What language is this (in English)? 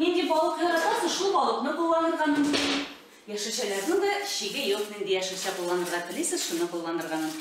Tatar